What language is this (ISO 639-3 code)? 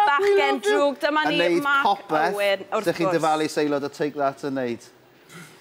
cym